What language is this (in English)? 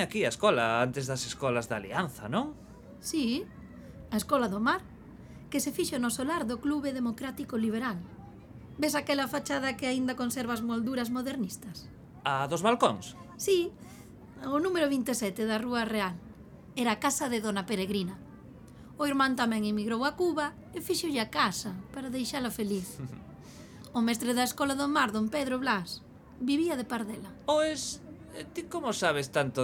Galician